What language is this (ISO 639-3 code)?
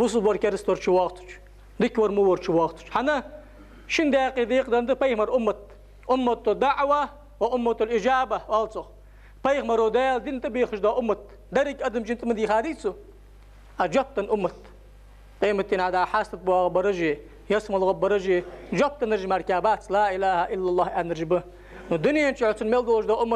inh